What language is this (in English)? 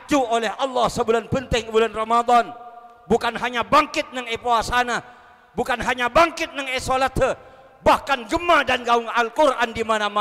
Madurese